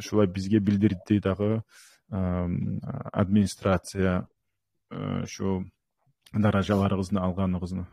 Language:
Kumyk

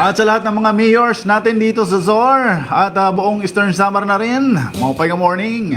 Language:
Waray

